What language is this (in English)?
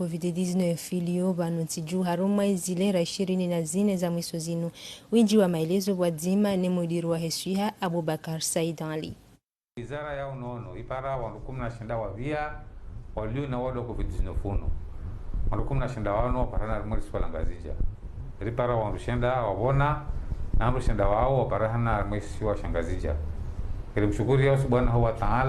Ngazidja Comorian